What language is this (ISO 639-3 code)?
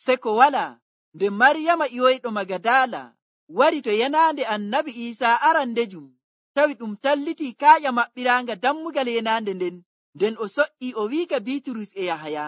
fuv